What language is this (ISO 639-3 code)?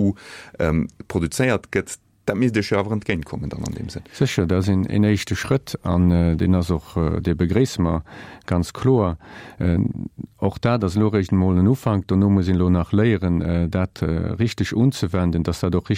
ltz